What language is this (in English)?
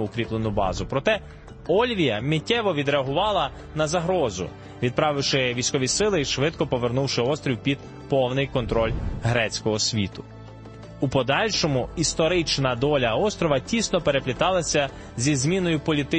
Ukrainian